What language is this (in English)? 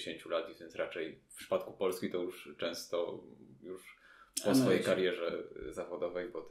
Polish